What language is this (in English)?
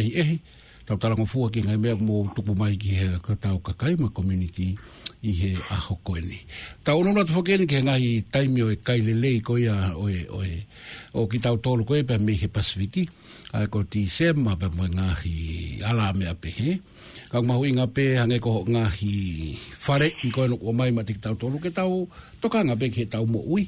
Tongan